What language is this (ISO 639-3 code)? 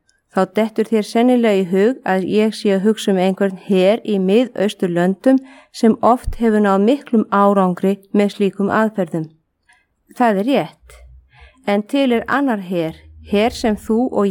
isl